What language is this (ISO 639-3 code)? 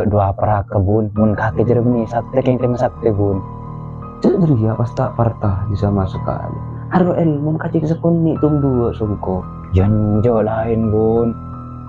mad